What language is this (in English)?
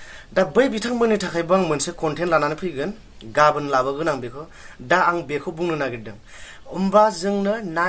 Bodo